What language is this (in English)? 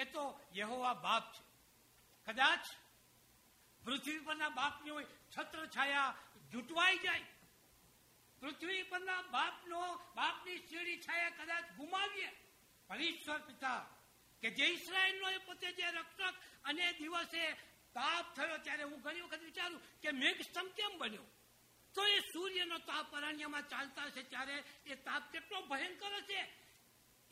Gujarati